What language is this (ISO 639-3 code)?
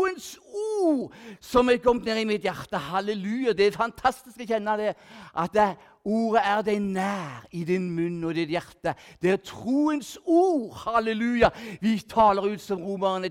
nor